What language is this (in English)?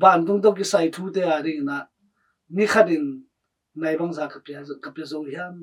Tedim Chin